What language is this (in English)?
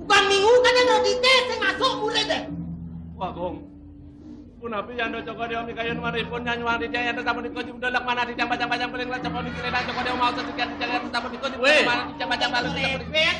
Balinese